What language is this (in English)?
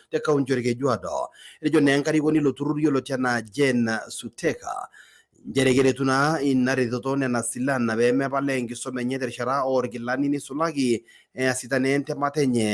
Masai